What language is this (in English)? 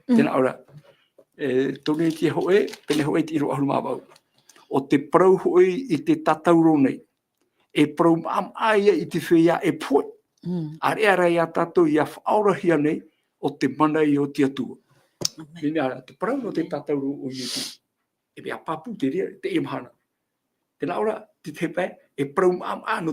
Tahitian